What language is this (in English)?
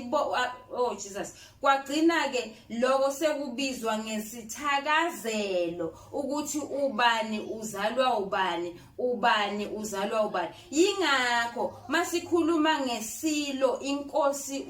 Zulu